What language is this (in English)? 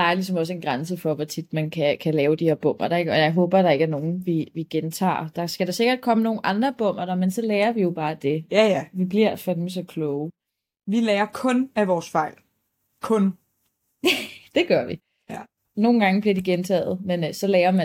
Danish